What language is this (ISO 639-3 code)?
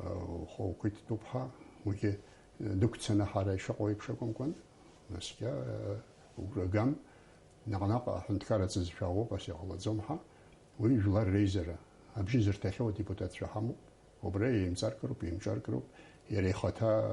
abk